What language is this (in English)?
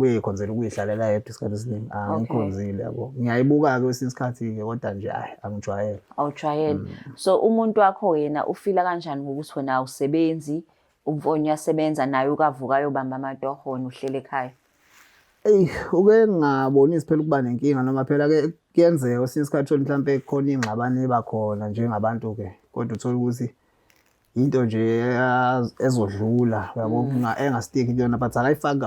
Zulu